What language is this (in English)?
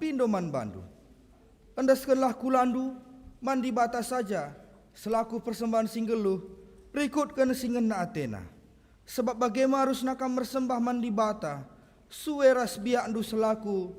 Batak Karo